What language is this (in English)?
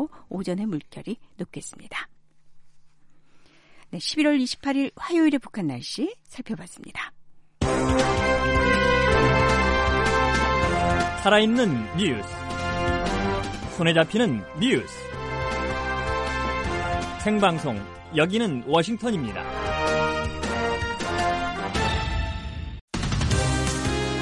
Korean